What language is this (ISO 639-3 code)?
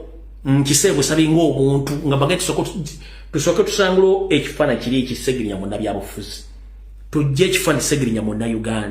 lug